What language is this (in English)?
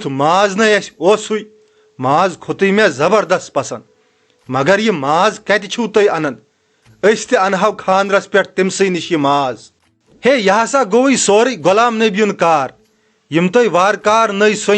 Kashmiri